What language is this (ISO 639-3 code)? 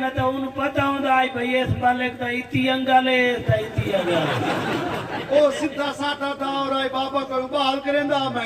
skr